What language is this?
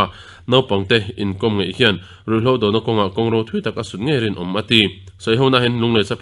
Mizo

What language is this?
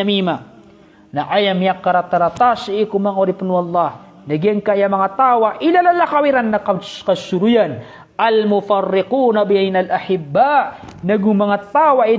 Maranao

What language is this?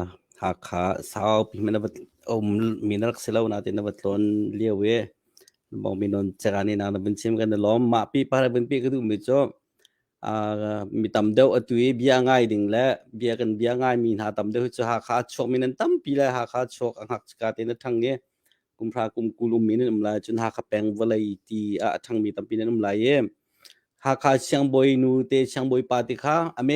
Hakha Chin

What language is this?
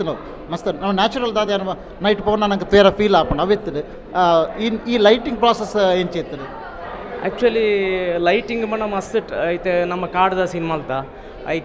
Tulu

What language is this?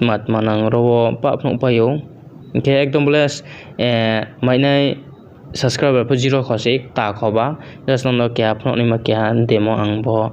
Riang (India)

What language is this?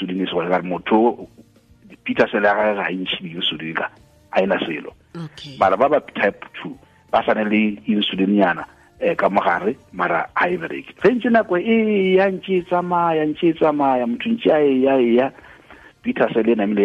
Northern Sotho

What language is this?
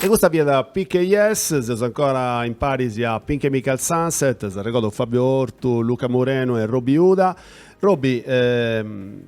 Sardinian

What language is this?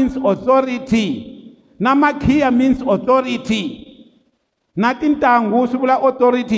Tsonga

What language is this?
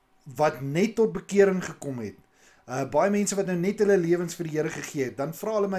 Afrikaans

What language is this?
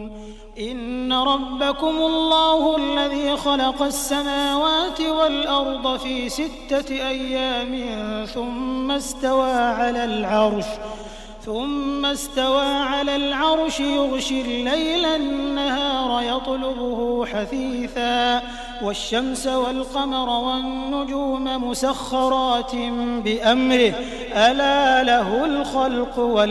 Arabic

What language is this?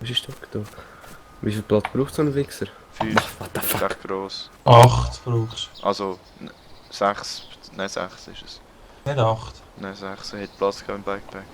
Swiss German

